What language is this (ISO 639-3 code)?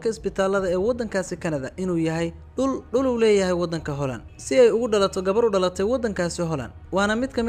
som